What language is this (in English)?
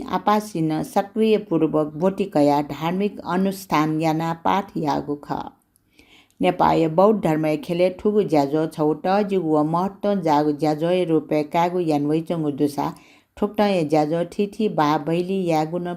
Newari